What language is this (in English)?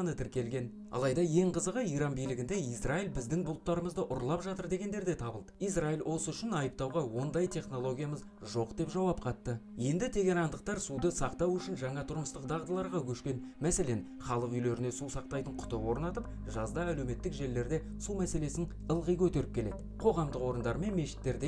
Kazakh